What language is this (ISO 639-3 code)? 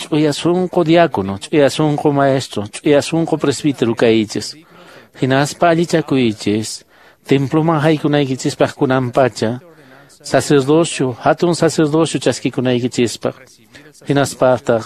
que